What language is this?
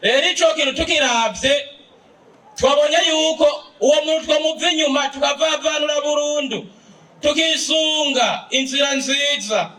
Rundi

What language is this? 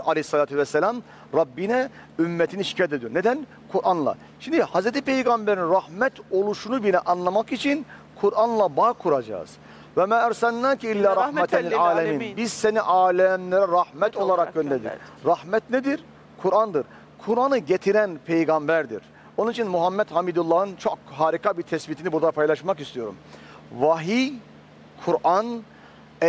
Turkish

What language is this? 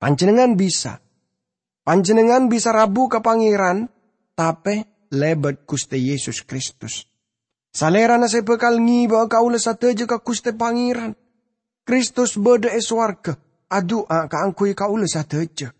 Madurese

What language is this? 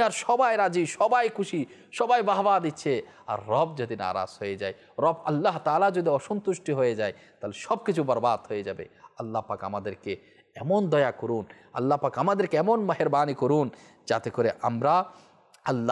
Bangla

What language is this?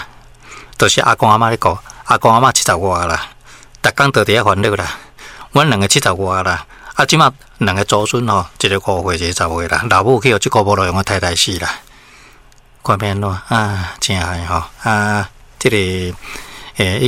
Min Nan Chinese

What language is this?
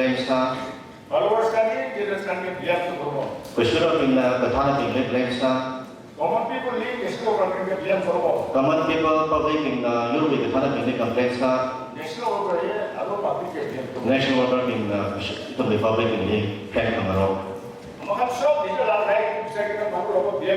Tangkhul Naga (India)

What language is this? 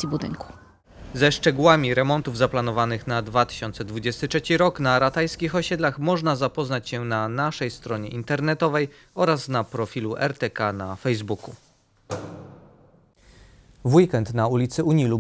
Polish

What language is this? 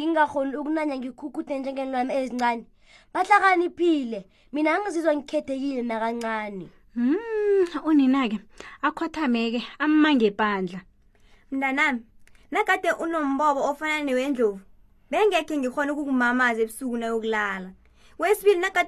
South Ndebele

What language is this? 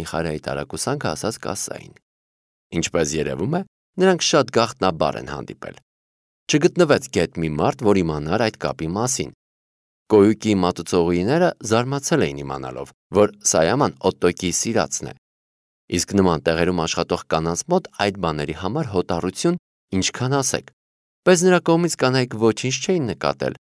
Armenian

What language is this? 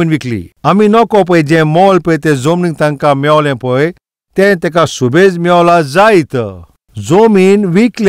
Konkani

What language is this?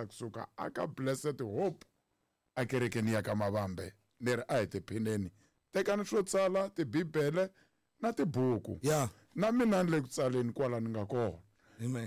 Tsonga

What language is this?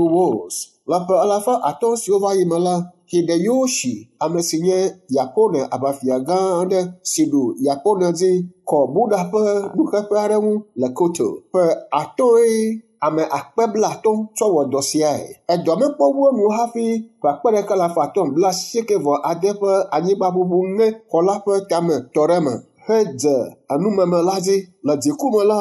Ewe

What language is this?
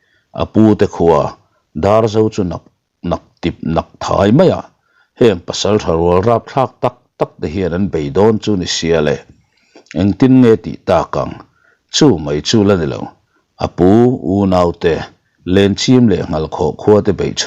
Mizo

